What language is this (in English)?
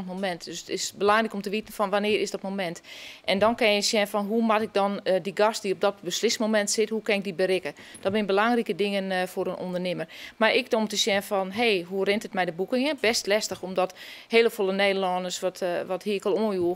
Western Frisian